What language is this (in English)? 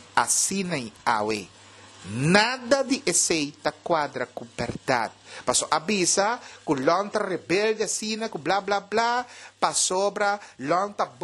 Papiamento